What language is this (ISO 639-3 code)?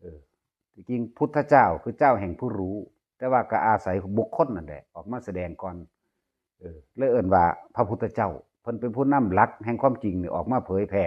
tts